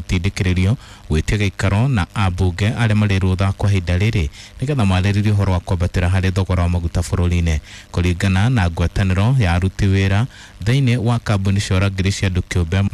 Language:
Kikuyu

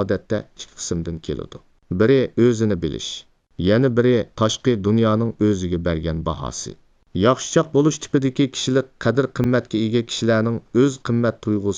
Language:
Uyghur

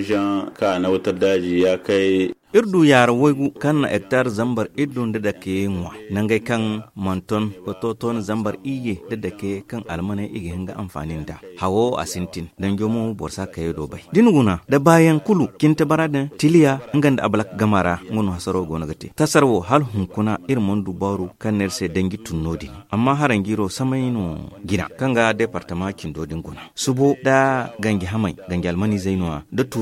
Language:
Zarma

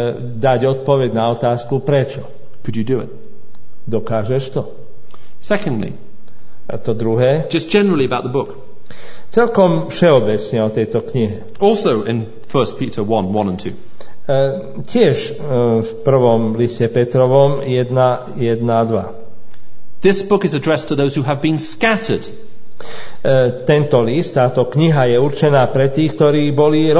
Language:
Slovak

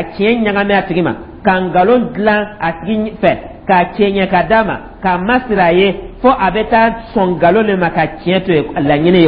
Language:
Dyula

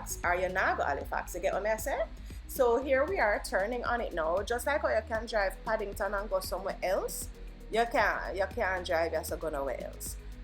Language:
Jamaican Creole English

